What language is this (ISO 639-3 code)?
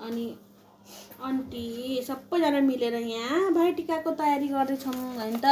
nep